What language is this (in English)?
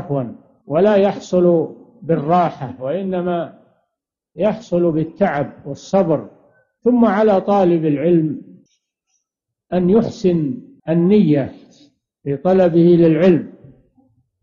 Arabic